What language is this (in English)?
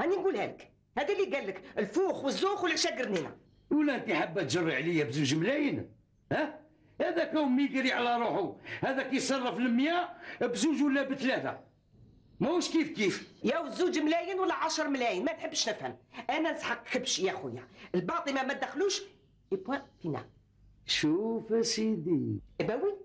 Algerian Arabic